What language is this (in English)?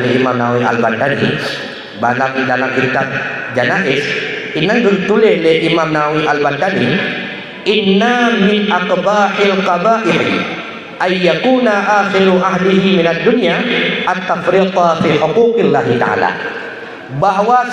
Achinese